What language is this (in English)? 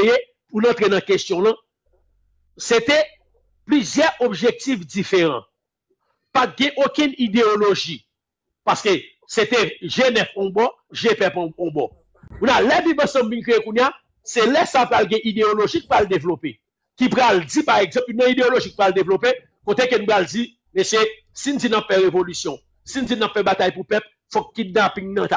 Haitian Creole